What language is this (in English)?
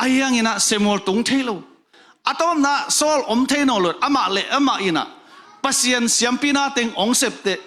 Tedim Chin